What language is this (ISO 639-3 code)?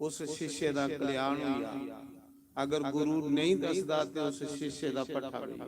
doi